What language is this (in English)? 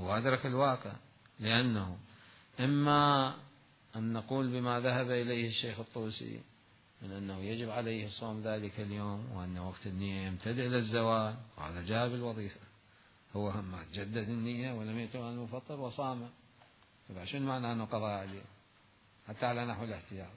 Mesopotamian Arabic